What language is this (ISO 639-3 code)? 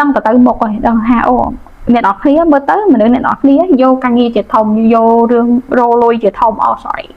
khm